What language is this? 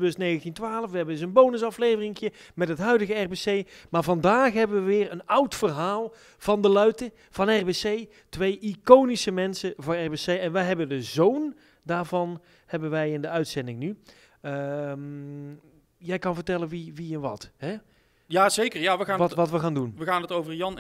Dutch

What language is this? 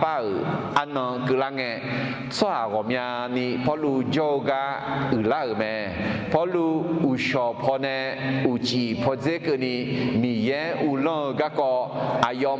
Akha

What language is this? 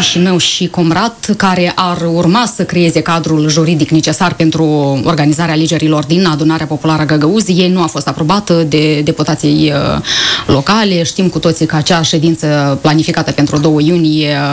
Romanian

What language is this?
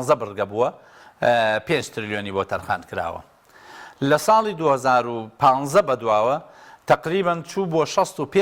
Central Kurdish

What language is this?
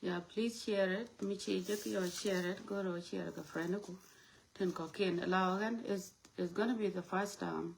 Nuer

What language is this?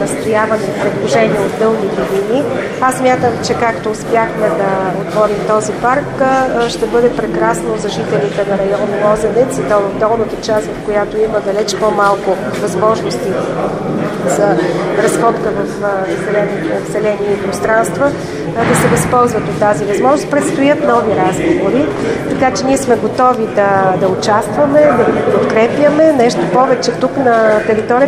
Bulgarian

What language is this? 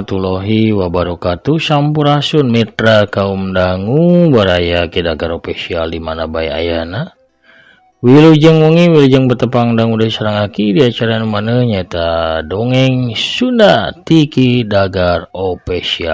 Sundanese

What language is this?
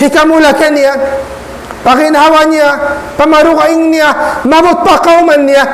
Tausug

